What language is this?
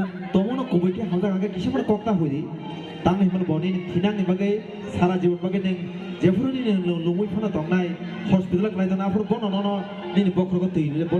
Kok Borok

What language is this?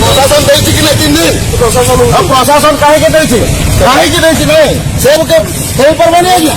Santali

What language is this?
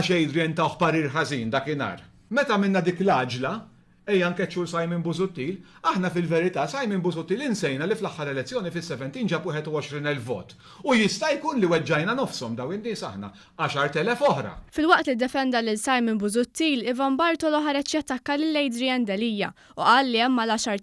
Maltese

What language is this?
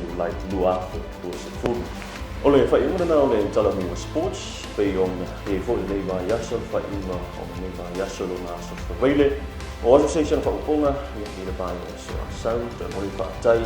Samoan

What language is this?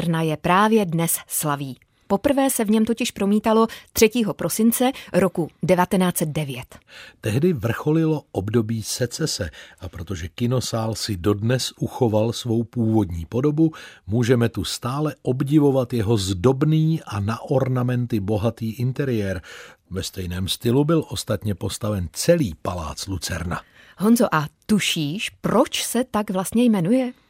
Czech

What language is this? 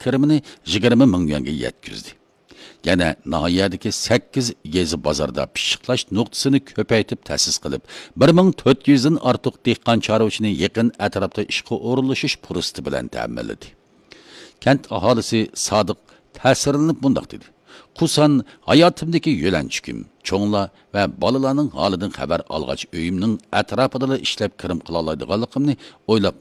Uyghur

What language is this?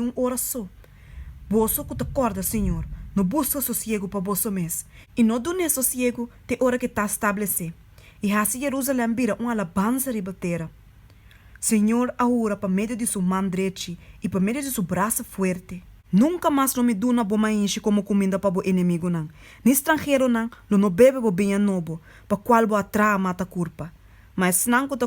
Papiamento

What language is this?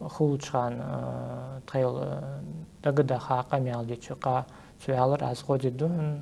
Ingush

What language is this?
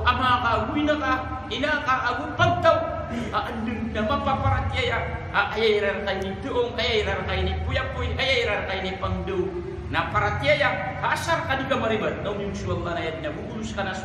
Maranao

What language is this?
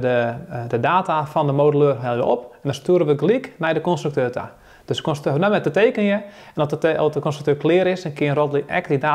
Western Frisian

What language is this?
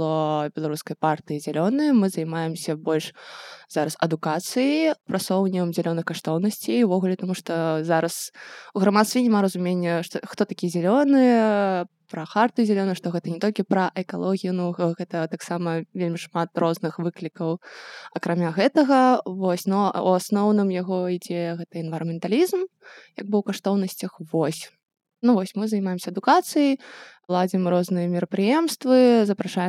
Belarusian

